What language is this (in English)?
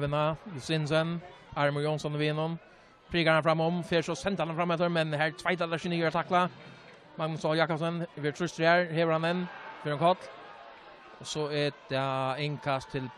Faroese